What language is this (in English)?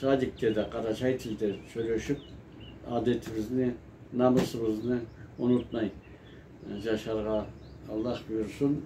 Karachay-Balkar